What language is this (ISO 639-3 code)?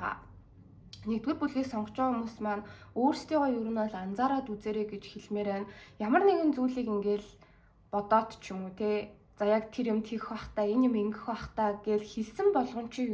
mon